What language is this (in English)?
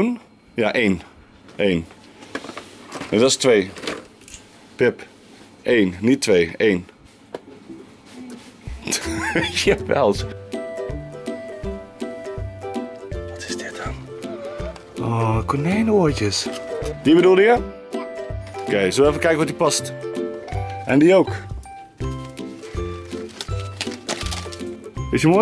Dutch